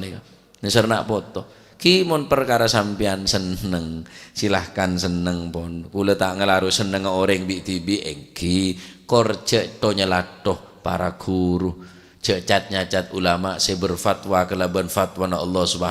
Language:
Madurese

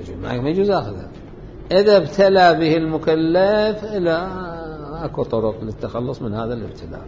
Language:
Mesopotamian Arabic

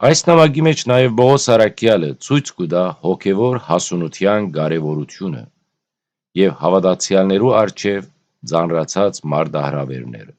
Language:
Western Armenian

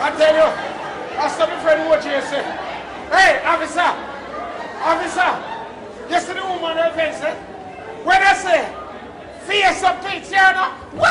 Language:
Jamaican Creole English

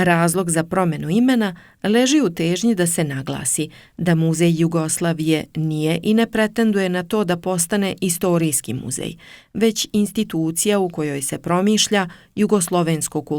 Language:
Serbian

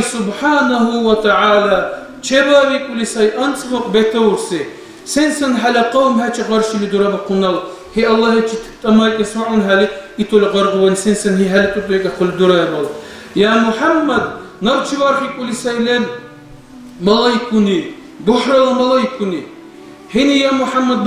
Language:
Dargwa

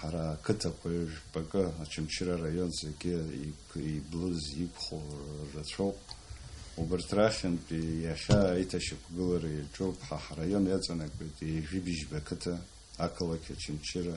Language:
Abkhazian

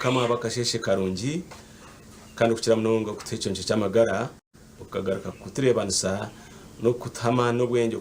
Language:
Nyankole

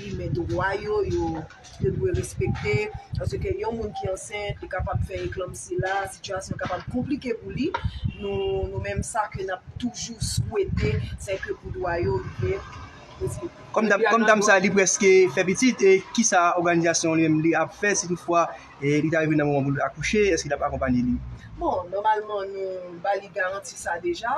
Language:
Haitian Creole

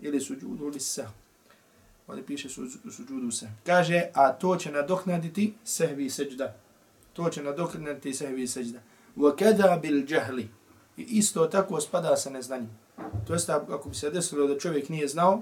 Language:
Bosnian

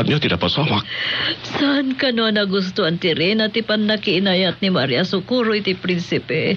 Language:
Iloko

